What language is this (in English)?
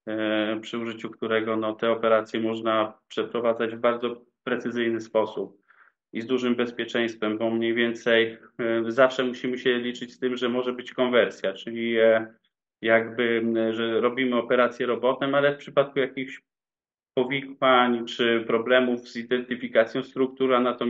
Polish